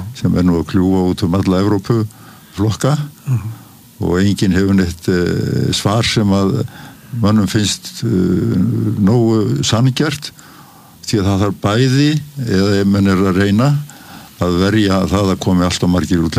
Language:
Icelandic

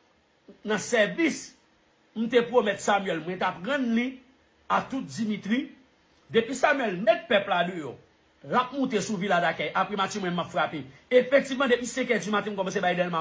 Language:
Haitian Creole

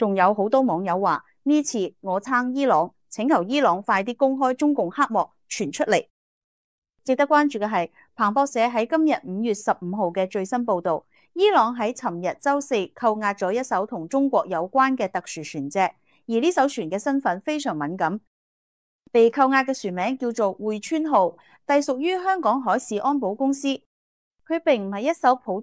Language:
Cantonese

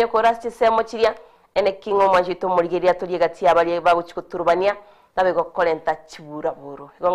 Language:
Gusii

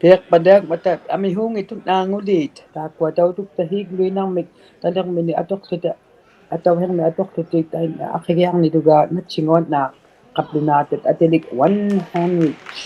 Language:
Inuktitut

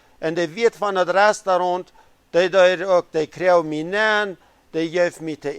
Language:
Plautdietsch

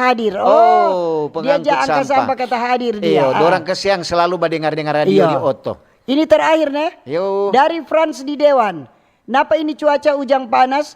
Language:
Manado Malay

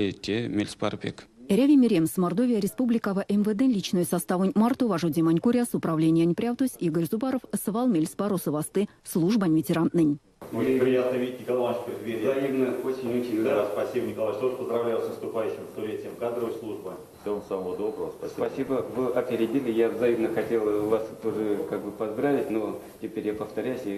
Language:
Erzya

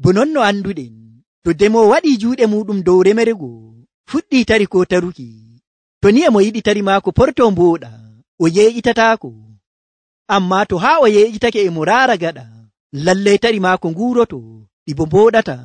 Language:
Nigerian Fulfulde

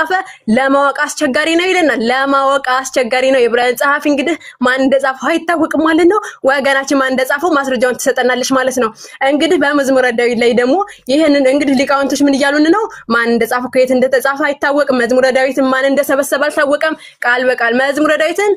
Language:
Amharic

